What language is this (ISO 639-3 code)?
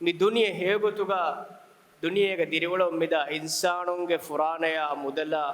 div